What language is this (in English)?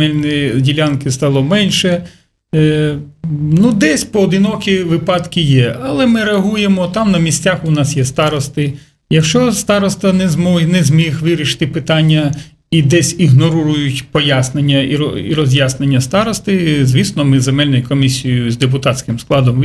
Ukrainian